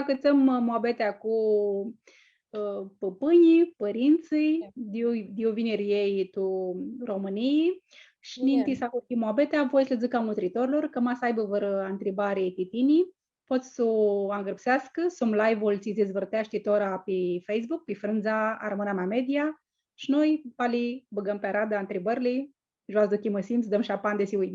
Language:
Aromanian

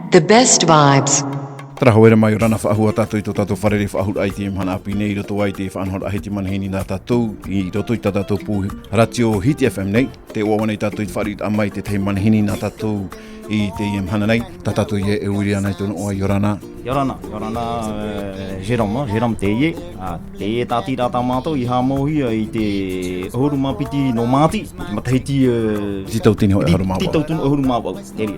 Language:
Tahitian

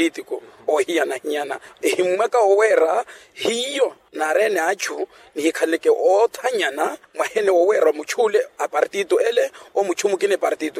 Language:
Makhuwa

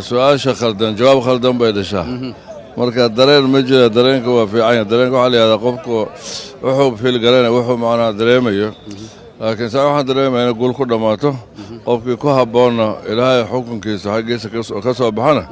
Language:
Somali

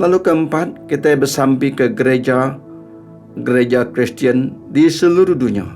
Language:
Iban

